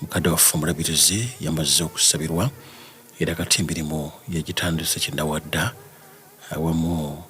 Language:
Ganda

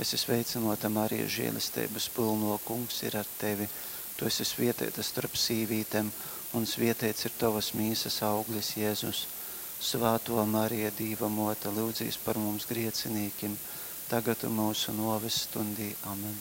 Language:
Latgalian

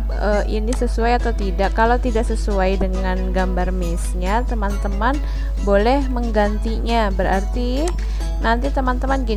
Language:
Indonesian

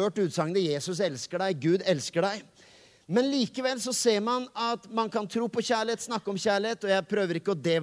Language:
Norwegian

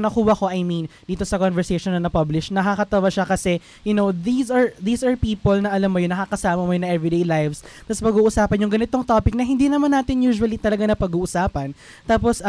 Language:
Filipino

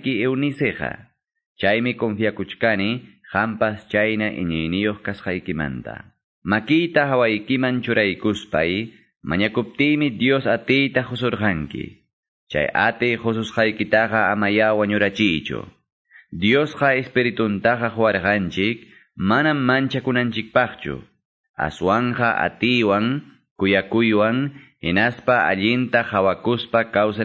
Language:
Quechua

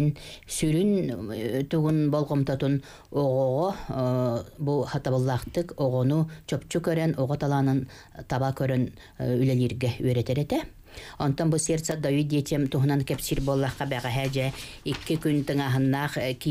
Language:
Yakut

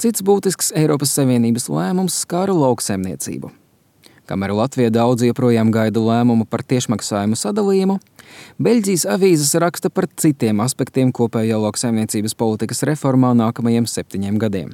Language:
Latvian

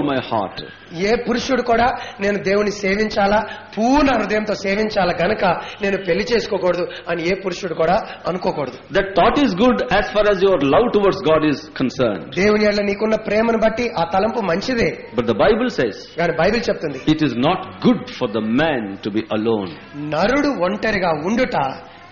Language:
Telugu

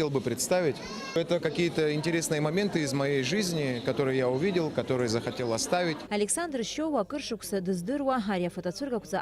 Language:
Abkhazian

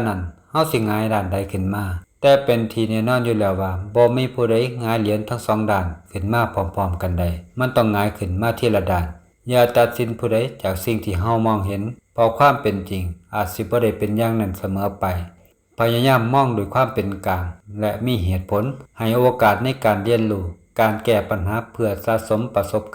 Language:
Lao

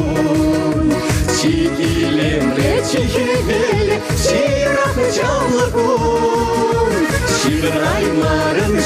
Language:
Chuvash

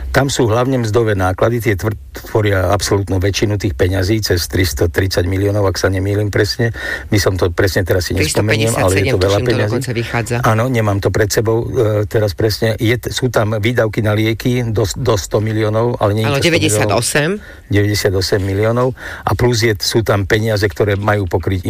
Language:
Slovak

